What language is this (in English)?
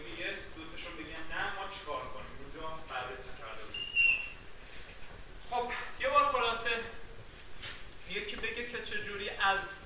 Persian